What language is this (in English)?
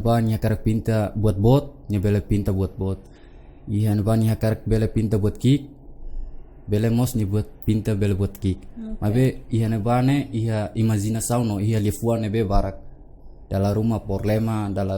Tetum